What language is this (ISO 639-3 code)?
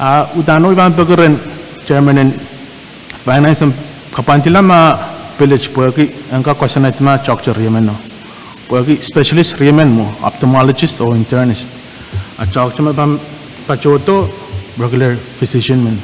pon